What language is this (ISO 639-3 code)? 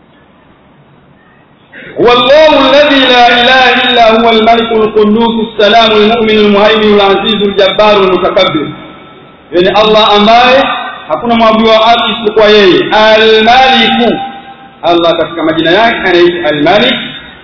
swa